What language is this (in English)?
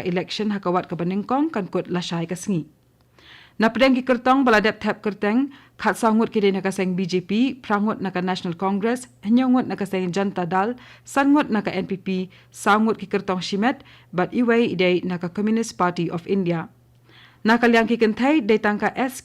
Khasi